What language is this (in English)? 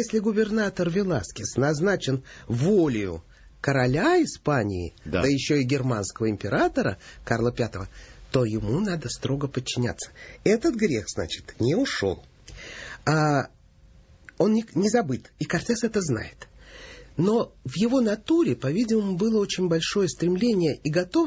Russian